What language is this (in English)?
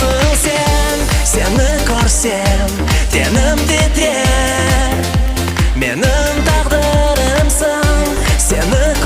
Crimean Tatar